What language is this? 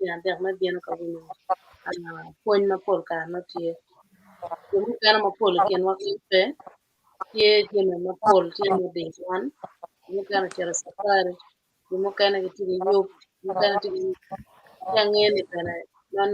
Acoli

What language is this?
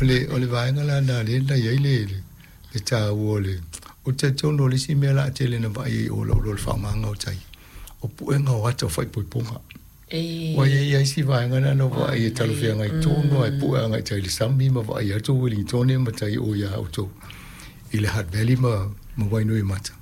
Samoan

